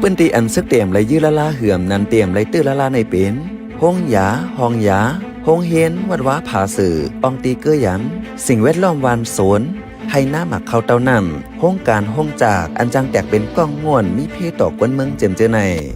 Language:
Shan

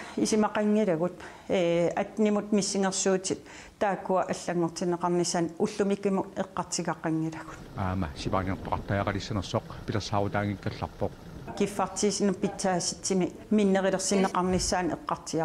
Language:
Kalaallisut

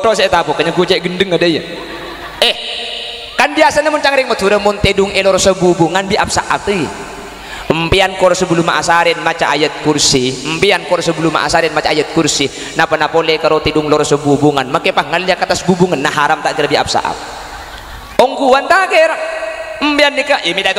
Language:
Madurese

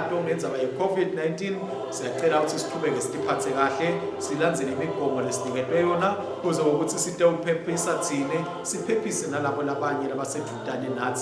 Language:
Swati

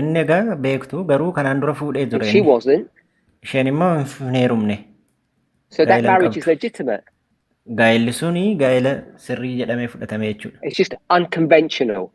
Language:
Oromo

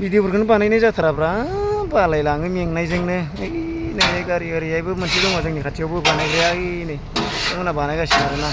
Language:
Bodo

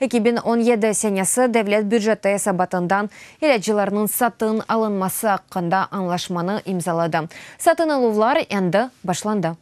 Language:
Crimean Tatar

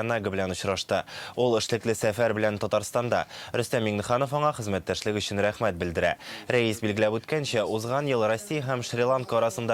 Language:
Tatar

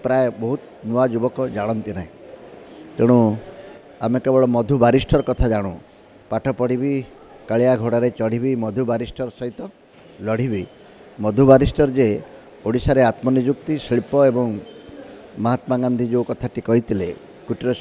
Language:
Odia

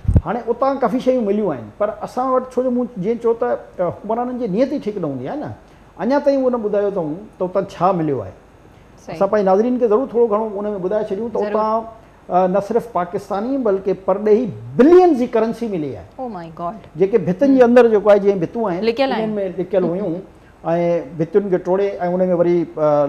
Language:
Sindhi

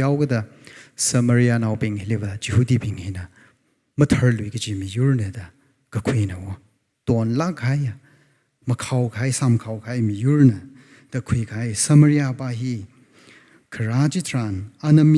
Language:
Tangkhul Naga (India)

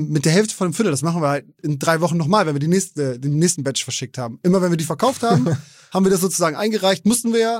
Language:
German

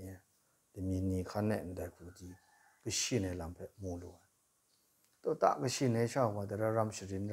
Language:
Kachin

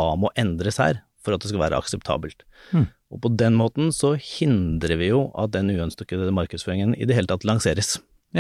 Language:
Norwegian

